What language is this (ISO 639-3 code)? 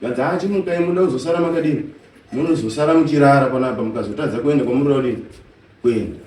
sna